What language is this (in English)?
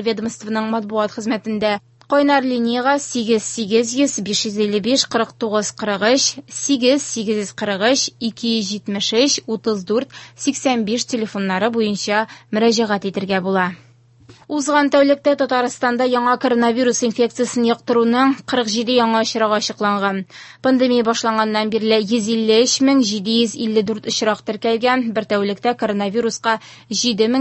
Tatar